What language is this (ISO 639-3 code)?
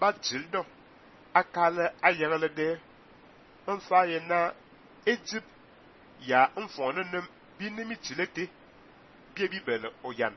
fan